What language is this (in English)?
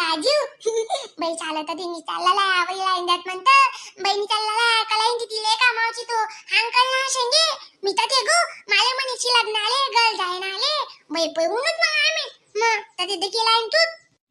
Khandesi